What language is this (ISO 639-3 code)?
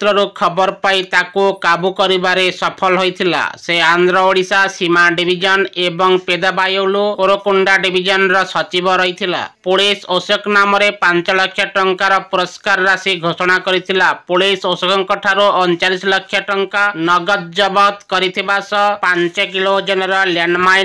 ori